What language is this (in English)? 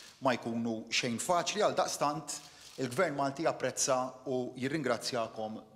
Maltese